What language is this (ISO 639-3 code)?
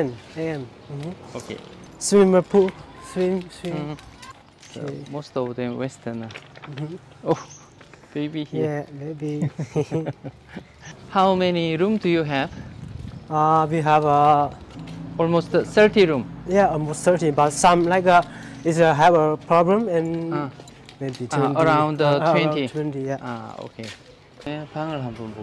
kor